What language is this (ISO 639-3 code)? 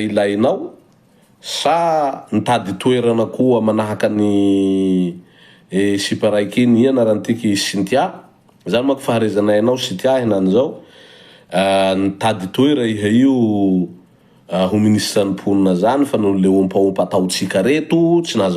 mlg